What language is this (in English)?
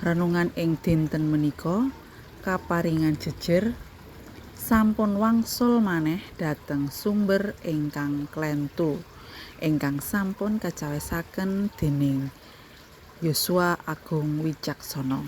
Javanese